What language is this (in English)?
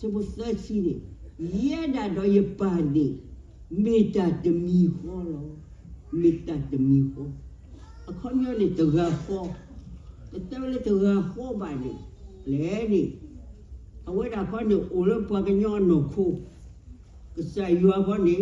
S'gaw Karen